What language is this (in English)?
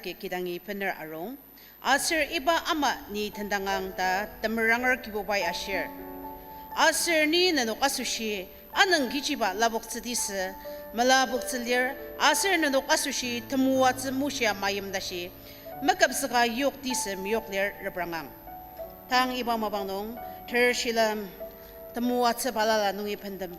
Ao Naga